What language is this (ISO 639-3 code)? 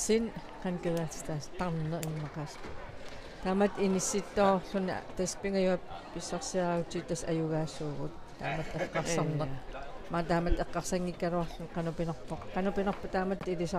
kal